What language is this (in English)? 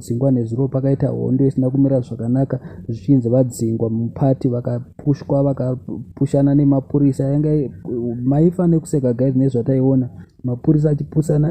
Shona